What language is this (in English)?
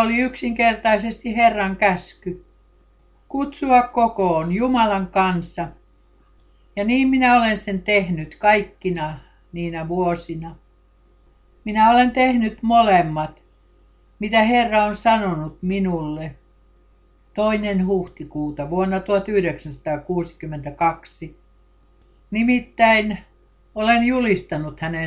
Finnish